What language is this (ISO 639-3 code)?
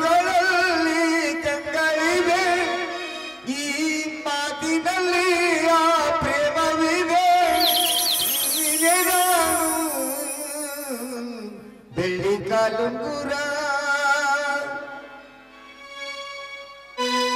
kan